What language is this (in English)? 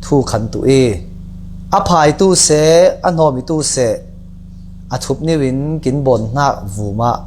Falam Chin